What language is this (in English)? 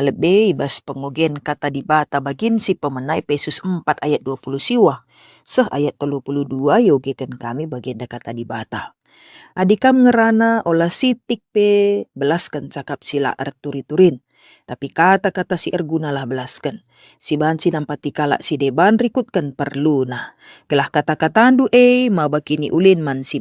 Batak Karo